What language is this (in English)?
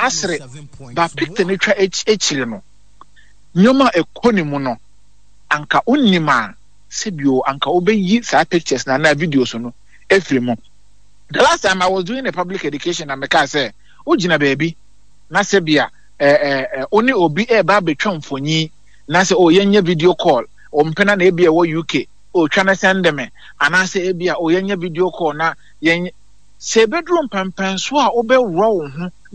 Akan